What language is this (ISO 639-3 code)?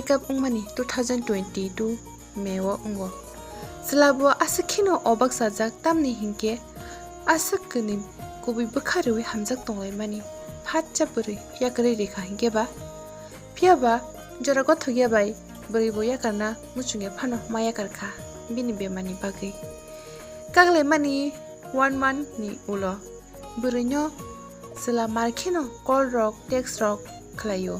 trp